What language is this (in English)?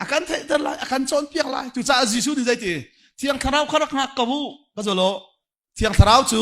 Hakha Chin